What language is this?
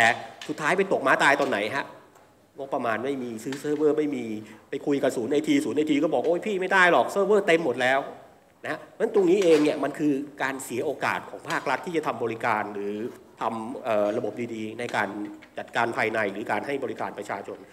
Thai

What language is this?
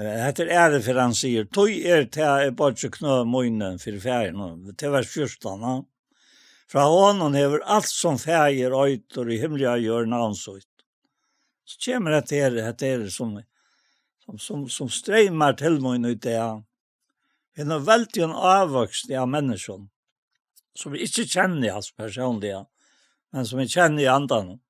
Faroese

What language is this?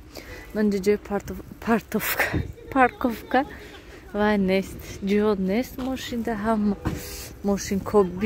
Tajik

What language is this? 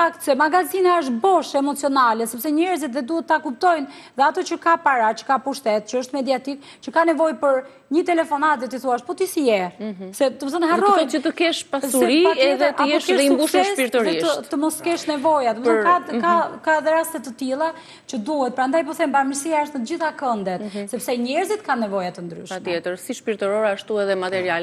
Albanian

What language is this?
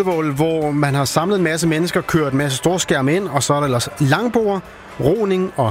Danish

